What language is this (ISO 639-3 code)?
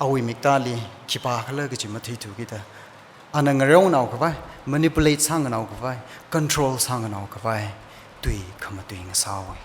nmf